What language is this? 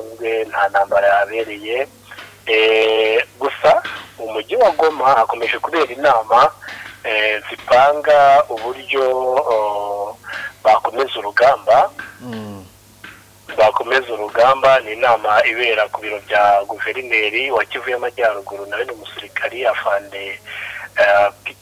Kinyarwanda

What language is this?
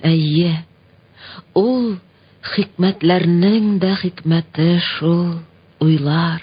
Tatar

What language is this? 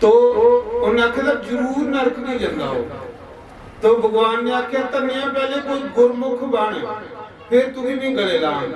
Dogri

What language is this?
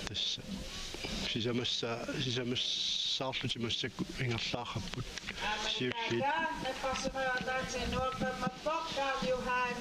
Kalaallisut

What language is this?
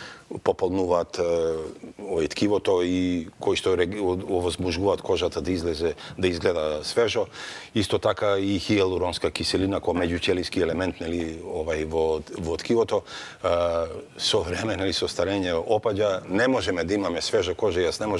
Macedonian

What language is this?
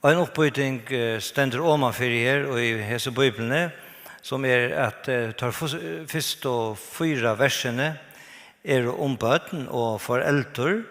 Faroese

